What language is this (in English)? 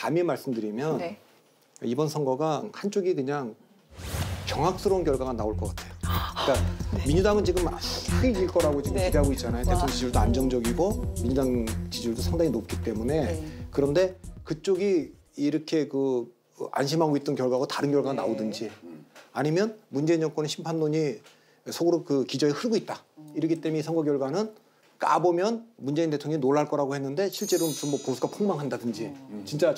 Korean